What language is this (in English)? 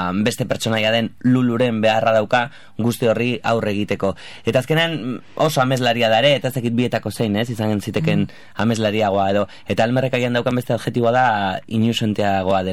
Basque